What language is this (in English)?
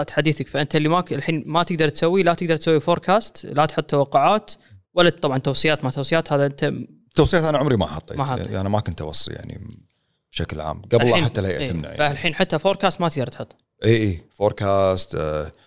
Gulf Arabic